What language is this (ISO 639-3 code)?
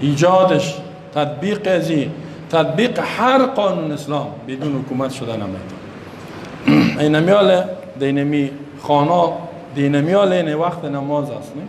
fas